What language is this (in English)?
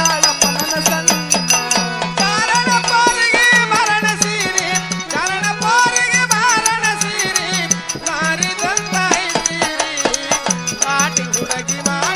Kannada